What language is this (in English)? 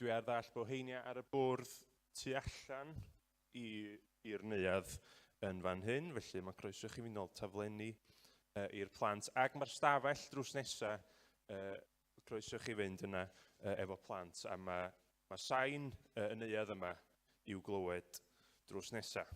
Welsh